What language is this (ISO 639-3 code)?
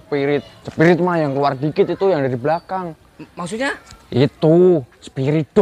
bew